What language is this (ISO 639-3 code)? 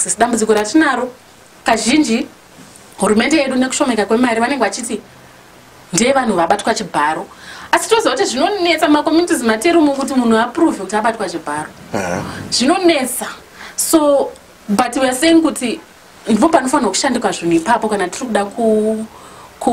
sna